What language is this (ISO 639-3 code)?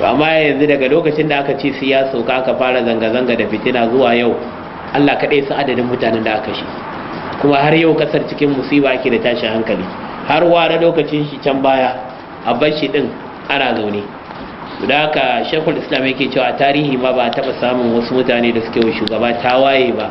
hau